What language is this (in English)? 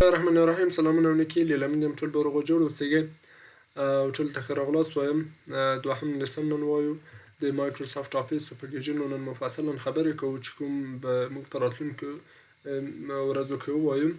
Pashto